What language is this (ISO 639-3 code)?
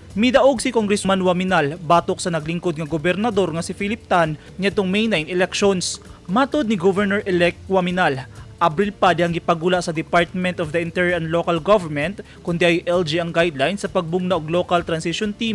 ceb